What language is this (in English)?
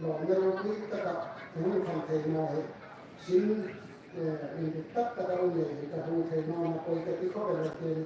Hmar